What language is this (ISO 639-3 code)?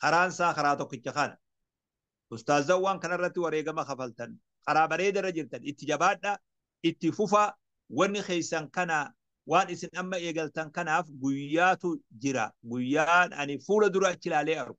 orm